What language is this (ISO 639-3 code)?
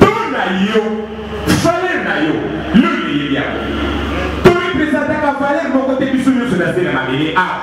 lin